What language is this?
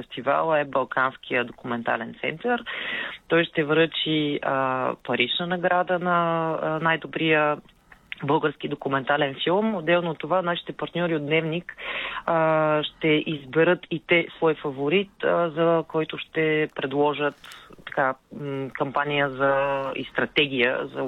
Bulgarian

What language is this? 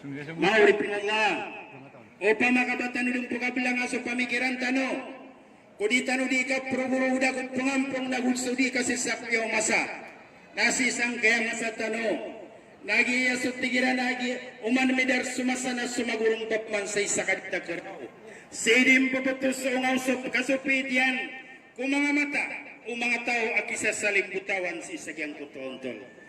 Maranao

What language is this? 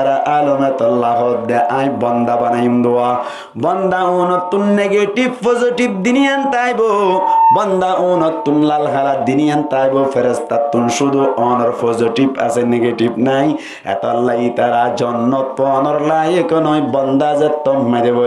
Rohingya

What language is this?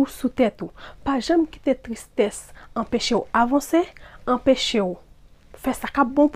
Haitian Creole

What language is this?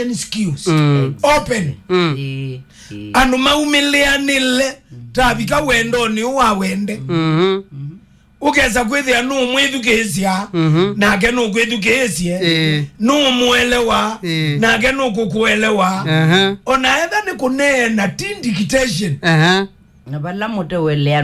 Kamba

